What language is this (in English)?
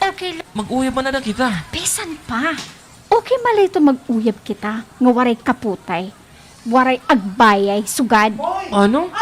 Waray